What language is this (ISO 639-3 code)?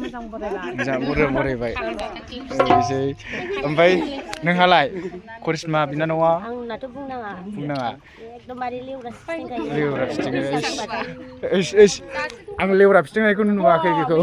brx